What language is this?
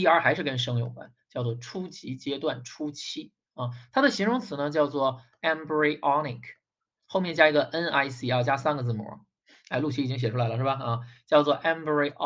Chinese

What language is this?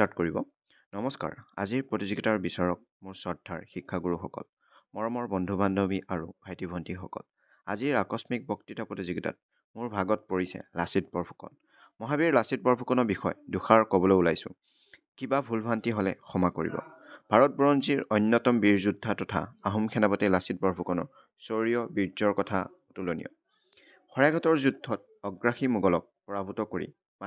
Assamese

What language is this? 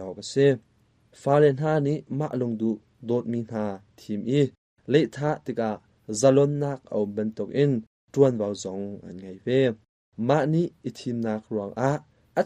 Hakha Chin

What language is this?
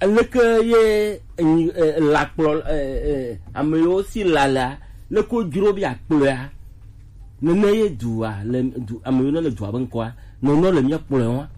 Gen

